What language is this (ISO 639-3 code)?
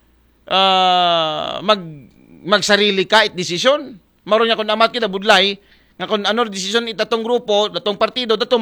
akl